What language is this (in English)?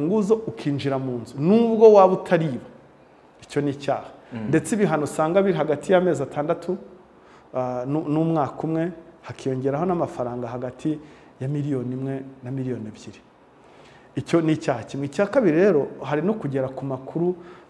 Kinyarwanda